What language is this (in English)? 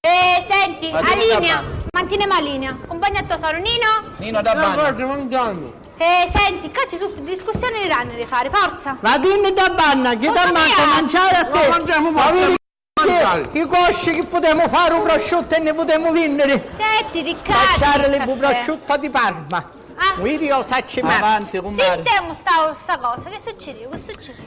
Sicilian